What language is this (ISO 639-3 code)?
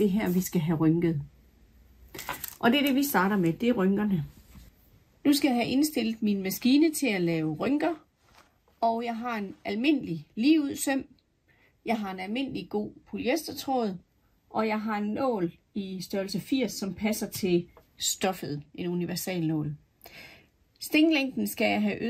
dan